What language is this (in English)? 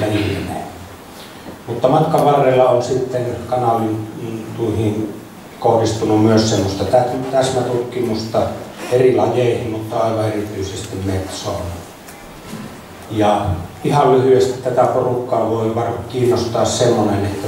Finnish